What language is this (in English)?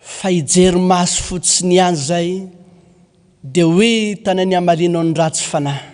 Malagasy